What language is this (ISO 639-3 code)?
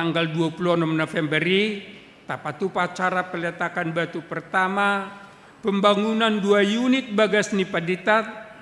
bbc